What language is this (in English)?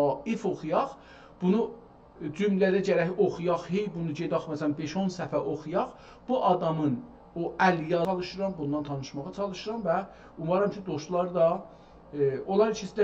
South Azerbaijani